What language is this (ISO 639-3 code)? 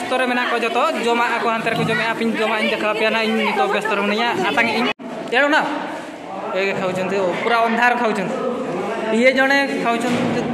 sat